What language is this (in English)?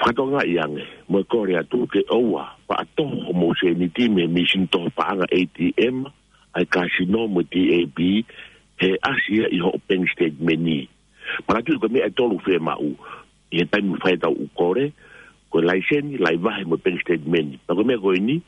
Tongan